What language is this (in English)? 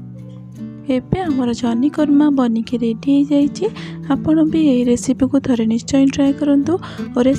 Odia